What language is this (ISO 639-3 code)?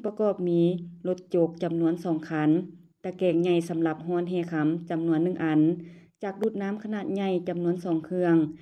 lao